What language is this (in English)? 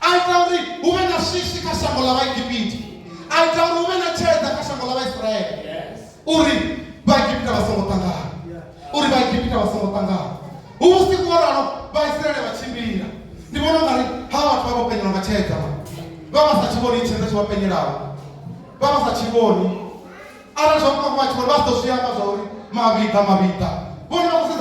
Venda